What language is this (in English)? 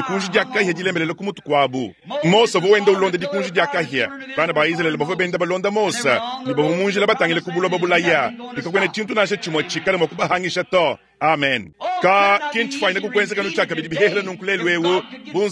Luba-Lulua